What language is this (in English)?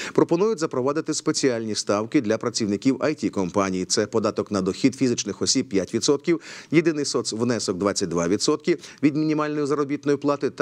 Ukrainian